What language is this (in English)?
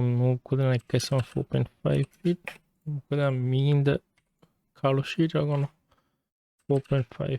Divehi